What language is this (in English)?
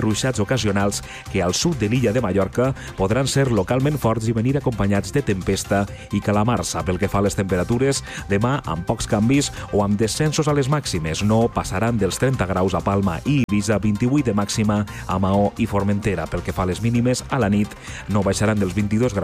Catalan